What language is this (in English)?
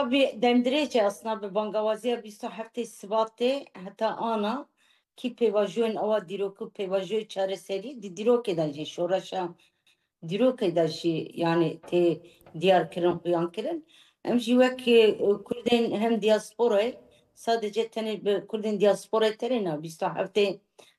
Kurdish